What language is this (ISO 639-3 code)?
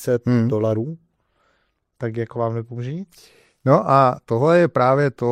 ces